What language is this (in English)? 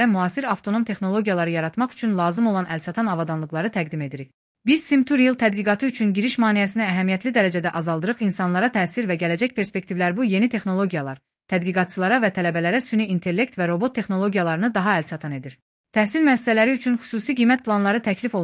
Azerbaijani